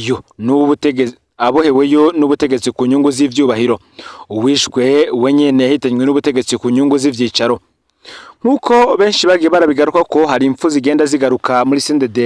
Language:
Rundi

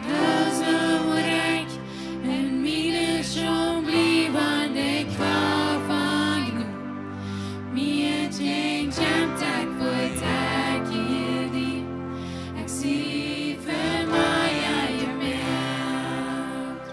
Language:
Plautdietsch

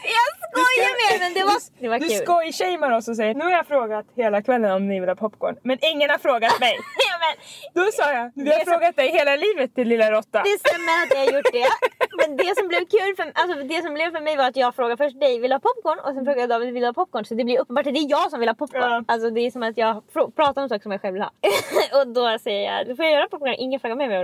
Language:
Swedish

